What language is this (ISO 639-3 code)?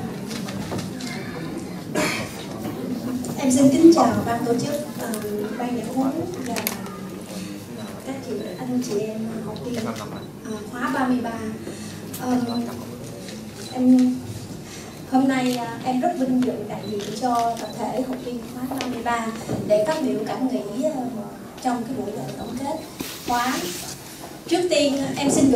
vie